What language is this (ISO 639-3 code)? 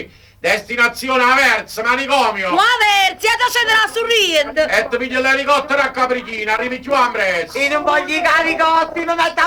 nap